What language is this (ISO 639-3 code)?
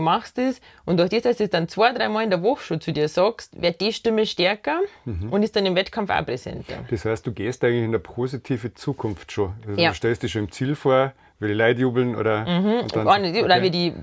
bar